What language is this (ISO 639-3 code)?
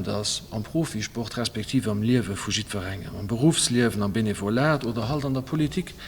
ltz